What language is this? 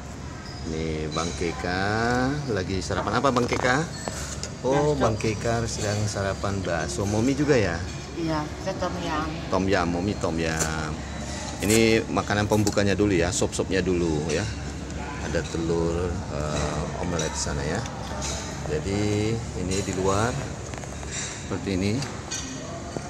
Indonesian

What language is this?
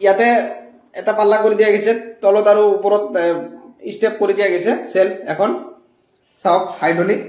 Assamese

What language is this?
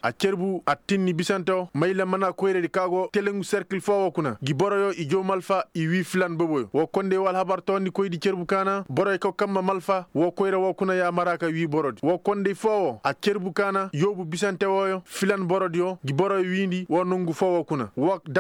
Koyraboro Senni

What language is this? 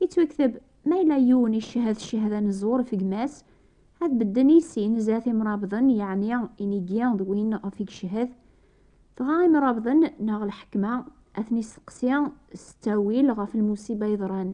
Kabyle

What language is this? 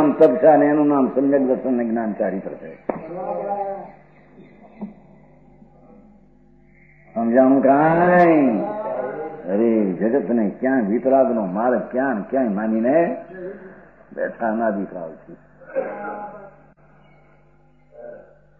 Gujarati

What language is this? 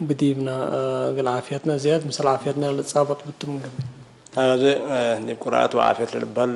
Tigre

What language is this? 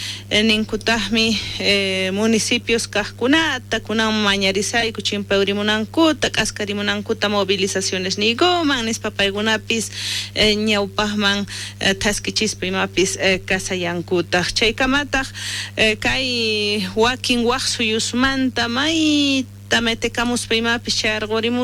South Bolivian Quechua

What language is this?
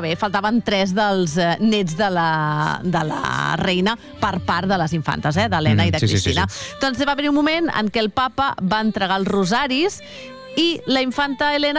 Catalan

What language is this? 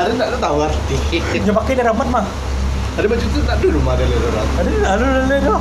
Minangkabau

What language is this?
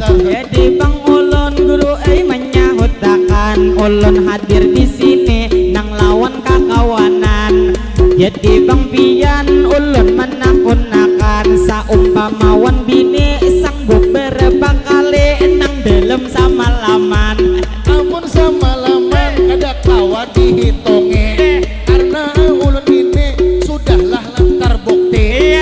Banjar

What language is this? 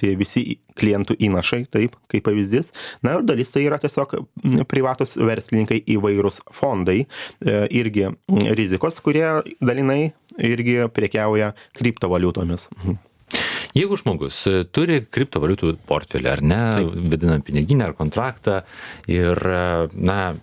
Lithuanian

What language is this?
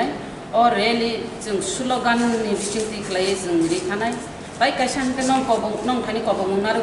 Kok Borok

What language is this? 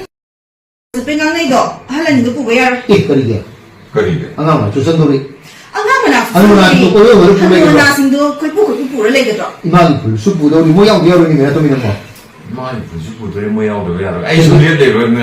Manipuri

